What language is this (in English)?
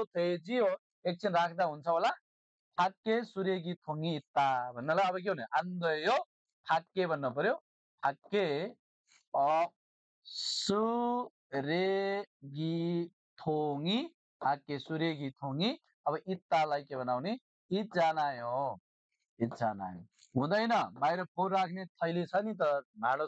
Nepali